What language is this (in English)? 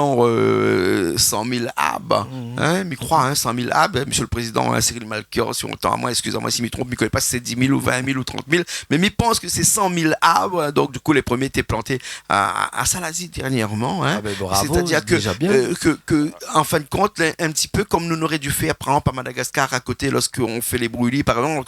Réunion Creole French